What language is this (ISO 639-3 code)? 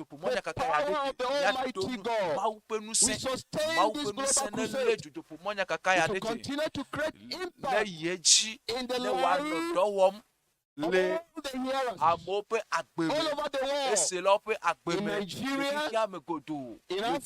ewe